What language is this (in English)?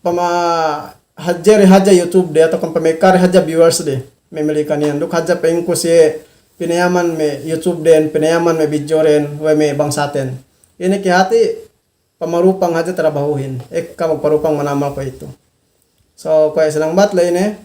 Yakan